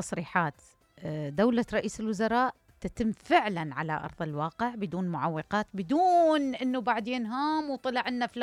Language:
Mesopotamian Arabic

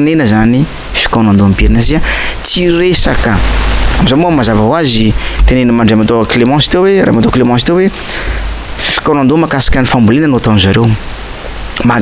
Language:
Malagasy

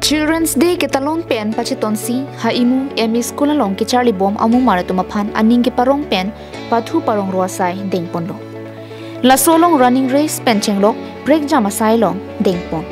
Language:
Karbi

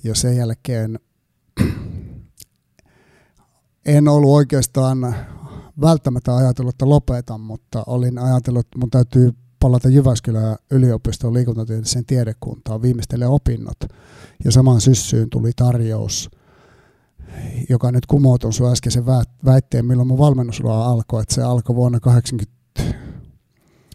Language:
Finnish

